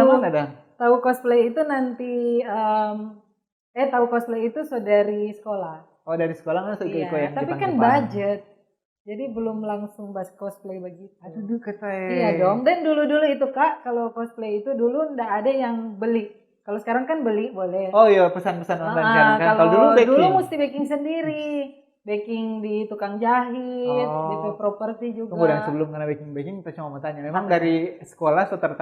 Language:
Manado Malay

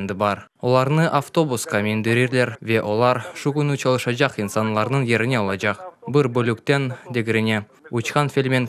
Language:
Crimean Tatar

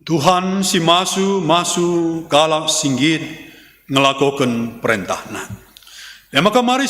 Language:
Batak Karo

